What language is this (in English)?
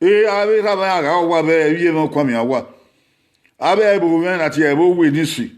Bini